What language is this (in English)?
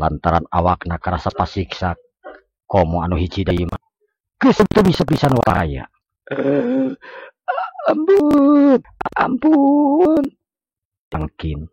Sundanese